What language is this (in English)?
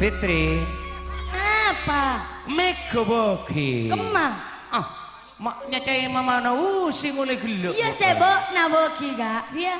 Madurese